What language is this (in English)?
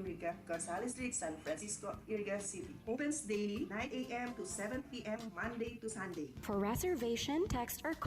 Bikol